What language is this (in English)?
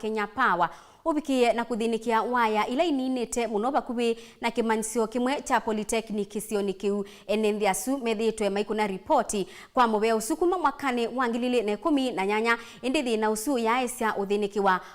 Kamba